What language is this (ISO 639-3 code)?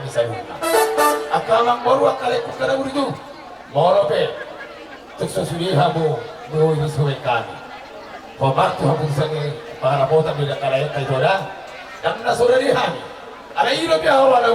bbc